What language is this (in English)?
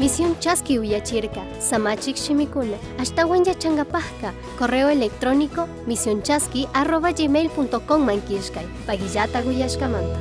Chimborazo Highland Quichua